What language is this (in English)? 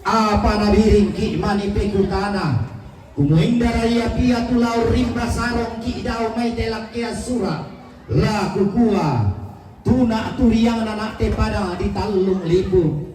Toraja-Sa'dan